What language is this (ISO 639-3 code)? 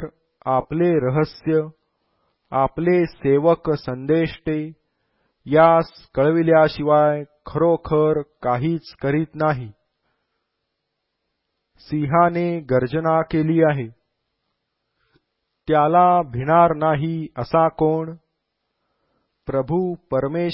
mar